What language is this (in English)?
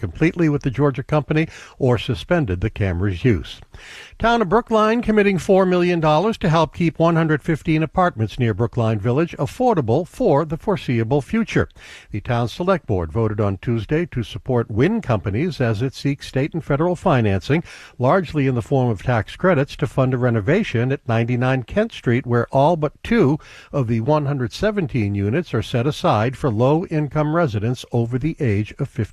English